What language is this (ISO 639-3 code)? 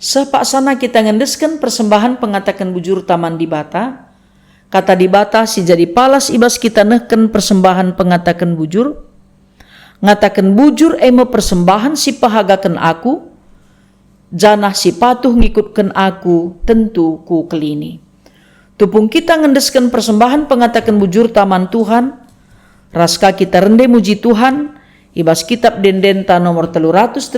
btx